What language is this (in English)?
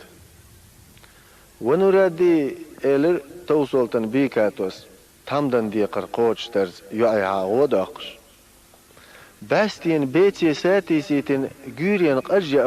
Chechen